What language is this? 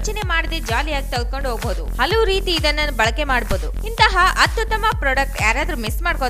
Kannada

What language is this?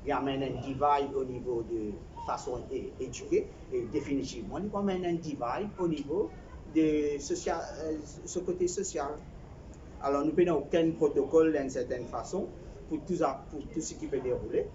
Morisyen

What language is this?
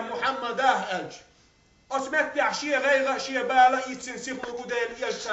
Chechen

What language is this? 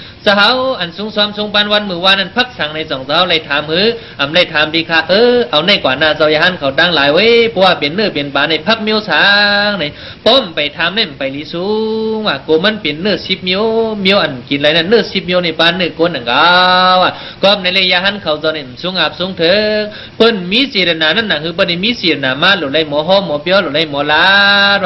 Shan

